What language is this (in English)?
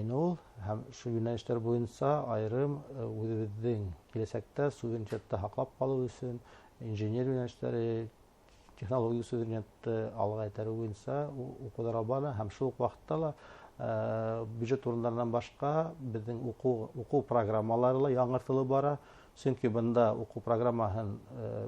Bashkir